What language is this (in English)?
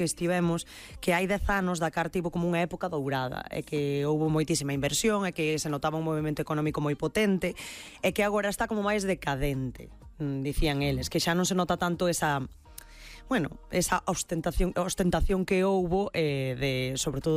Galician